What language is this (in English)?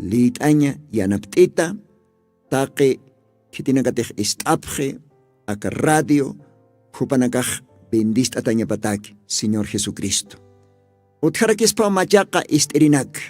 Aymara